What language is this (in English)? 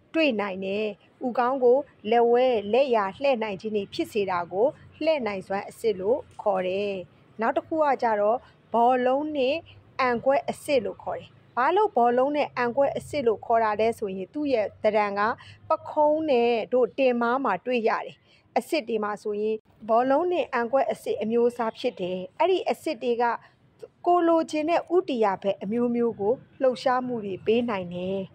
Burmese